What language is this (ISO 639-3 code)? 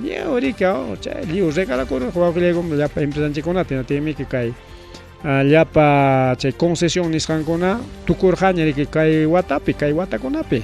quy